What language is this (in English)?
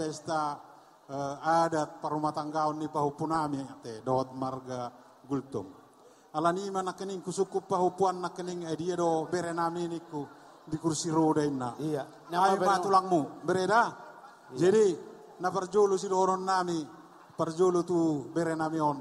Batak Toba